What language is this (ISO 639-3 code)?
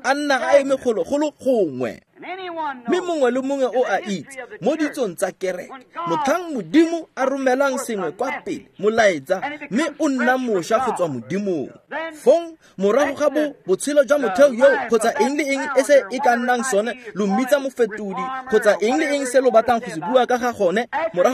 tsn